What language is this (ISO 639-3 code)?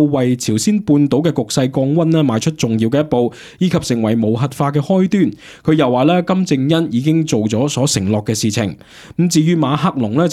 yue